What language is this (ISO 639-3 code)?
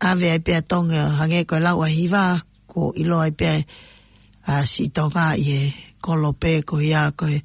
ton